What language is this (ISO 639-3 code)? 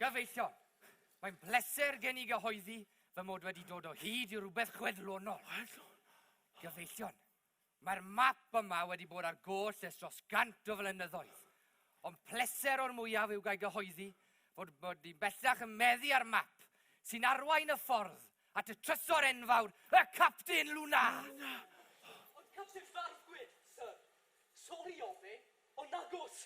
cym